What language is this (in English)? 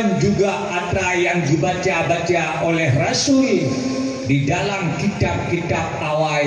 Achinese